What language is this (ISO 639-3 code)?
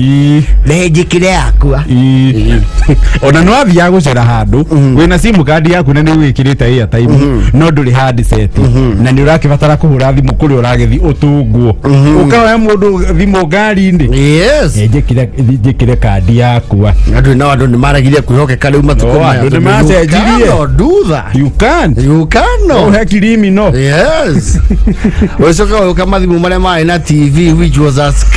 kik